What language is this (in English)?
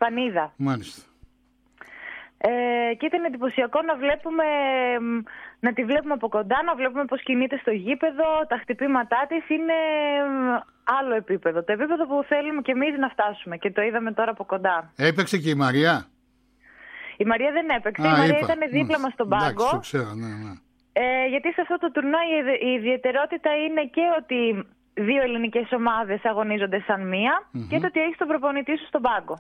Greek